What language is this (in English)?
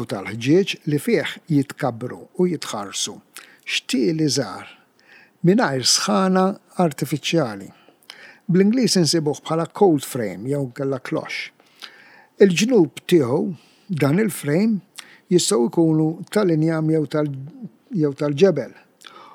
Maltese